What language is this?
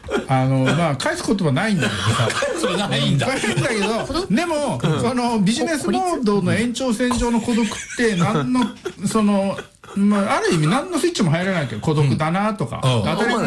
Japanese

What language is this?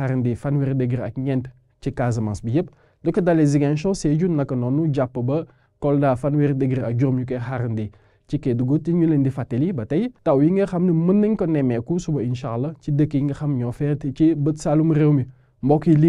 Wolof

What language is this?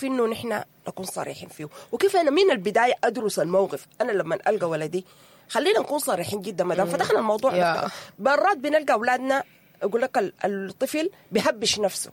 Sudanese Arabic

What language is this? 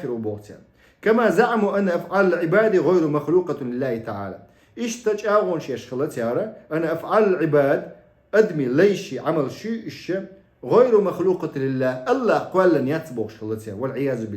Chechen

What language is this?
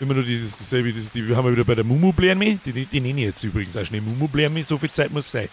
Bavarian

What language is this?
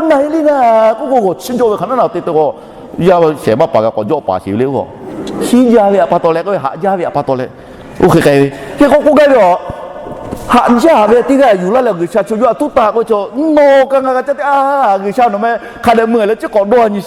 Lahu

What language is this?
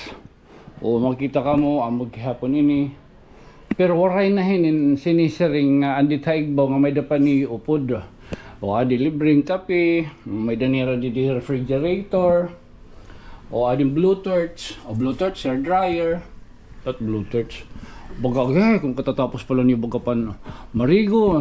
Waray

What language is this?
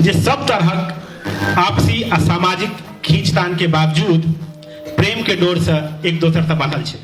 Maithili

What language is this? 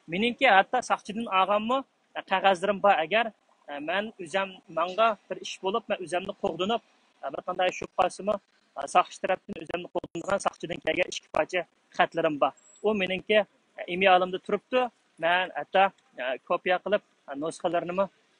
Uyghur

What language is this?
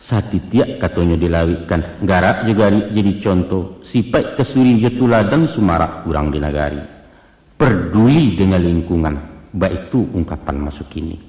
Minangkabau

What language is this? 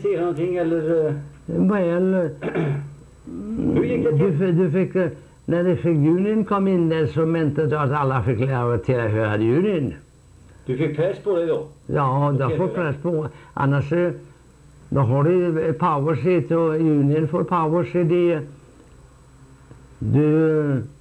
Swedish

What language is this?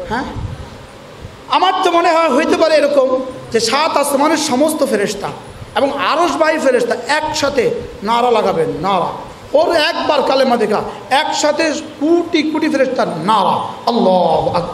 Bangla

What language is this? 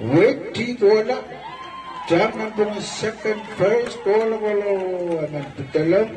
Pohnpeian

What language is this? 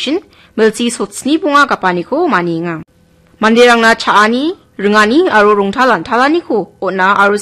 Garo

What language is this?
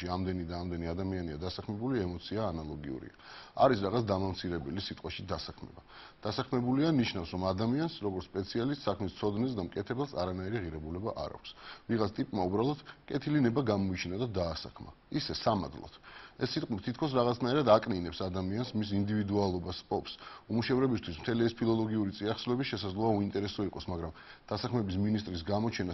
Georgian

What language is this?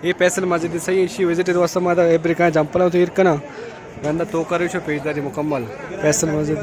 Baluchi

